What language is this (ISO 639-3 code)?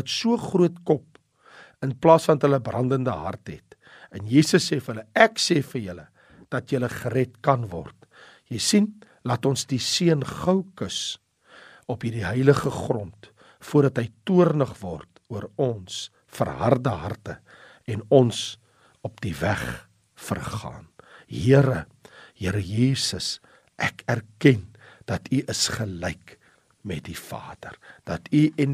afr